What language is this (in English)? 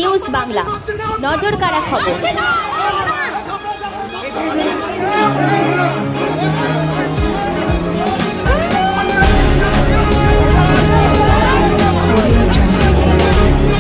Bangla